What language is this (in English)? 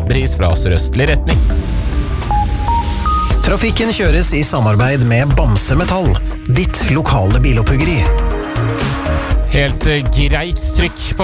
Norwegian